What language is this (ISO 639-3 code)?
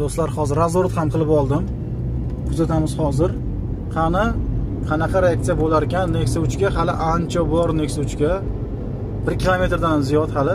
uzb